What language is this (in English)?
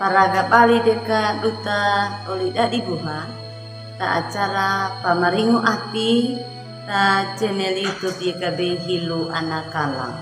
Anakalangu